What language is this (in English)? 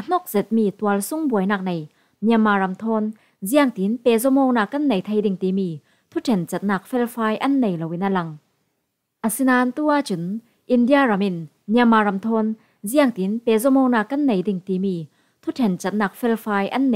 Falam Chin